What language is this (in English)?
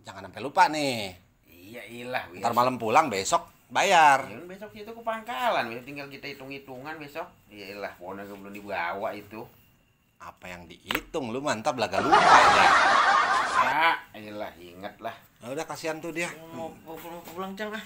Betawi